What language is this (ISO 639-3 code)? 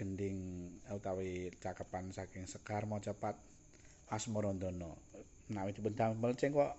jav